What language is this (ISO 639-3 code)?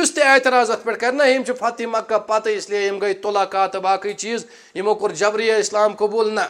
kas